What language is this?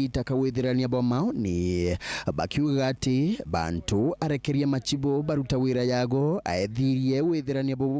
Meru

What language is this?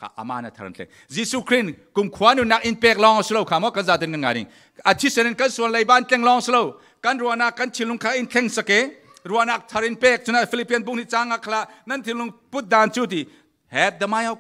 Falam Chin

